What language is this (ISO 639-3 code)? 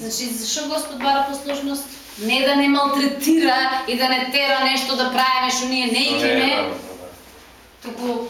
mkd